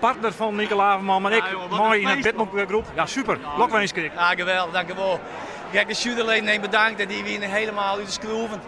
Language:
Western Frisian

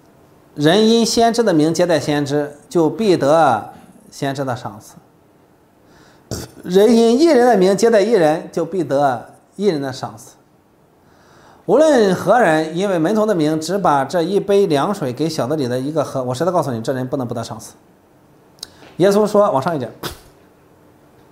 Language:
Chinese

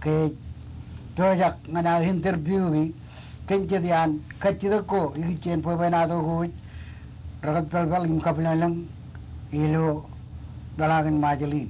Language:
Marshallese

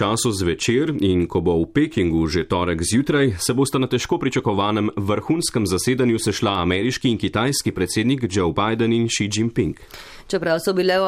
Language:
Slovenian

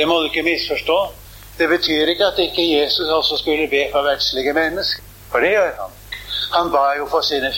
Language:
Norwegian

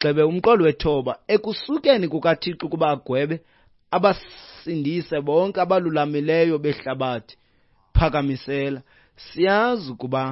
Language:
Xhosa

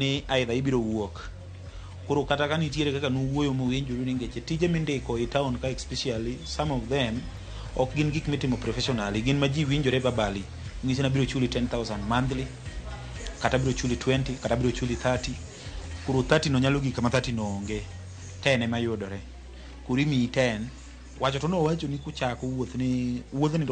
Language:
Luo (Kenya and Tanzania)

